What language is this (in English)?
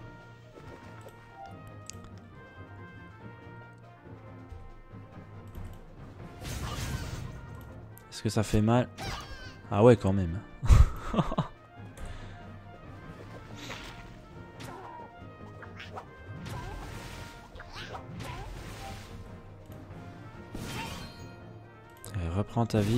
French